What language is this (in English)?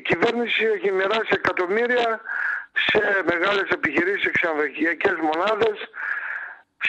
Greek